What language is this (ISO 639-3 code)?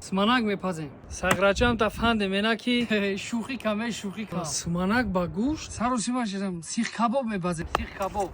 tgk